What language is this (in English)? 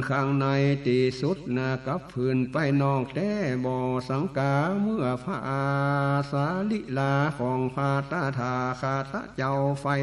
Northern Thai